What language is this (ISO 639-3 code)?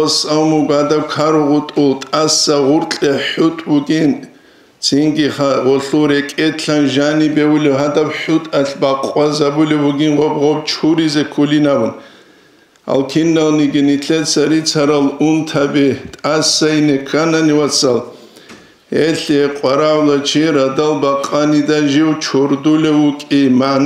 ava